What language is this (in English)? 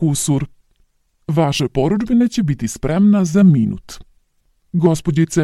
Serbian